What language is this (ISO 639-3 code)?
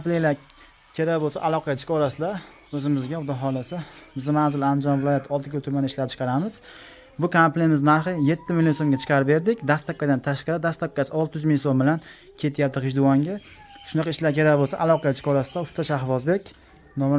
uzb